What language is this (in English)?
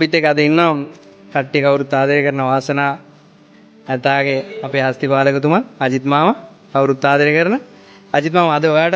Sinhala